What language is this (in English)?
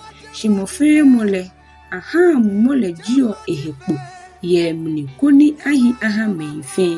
Ga